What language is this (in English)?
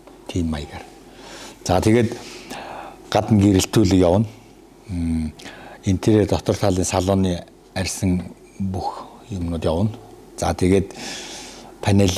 Mongolian